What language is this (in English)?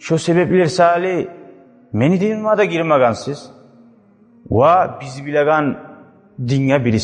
Kumyk